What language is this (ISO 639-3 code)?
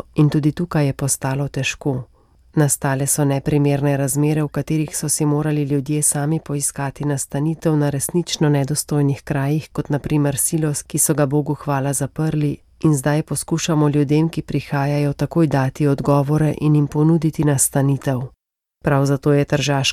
slv